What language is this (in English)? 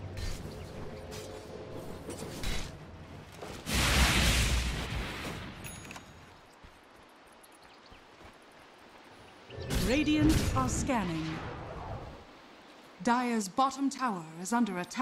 English